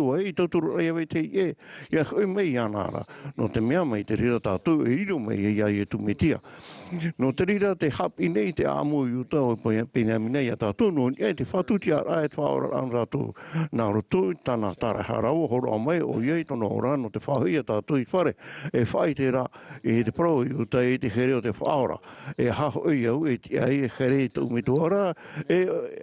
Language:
Tahitian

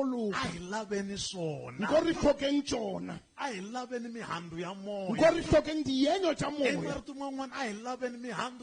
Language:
Tsonga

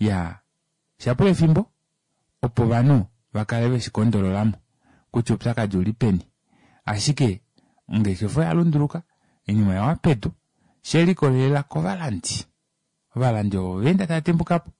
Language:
Kuanyama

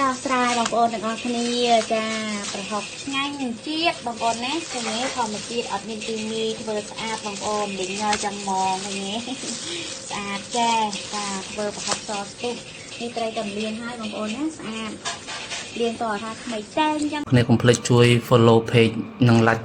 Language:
Khmer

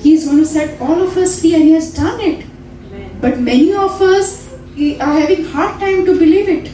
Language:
Konkani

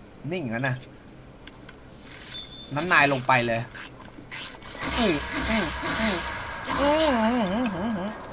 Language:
Thai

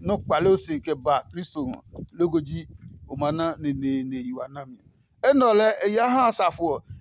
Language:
Adangme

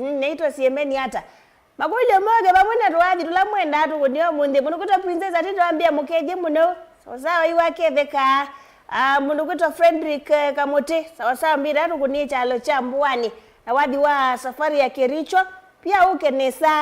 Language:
Kamba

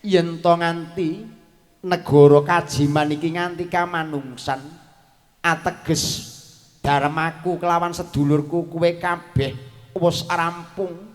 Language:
Javanese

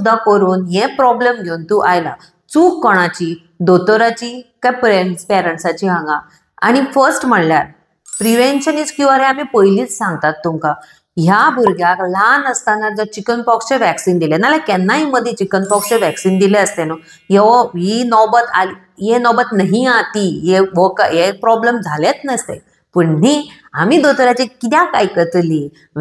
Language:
Konkani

